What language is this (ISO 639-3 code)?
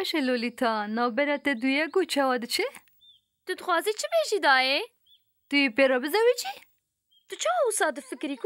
kur